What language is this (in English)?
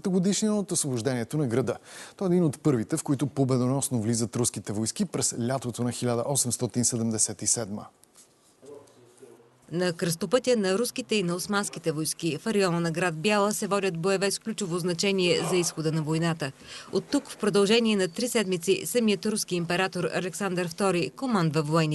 Bulgarian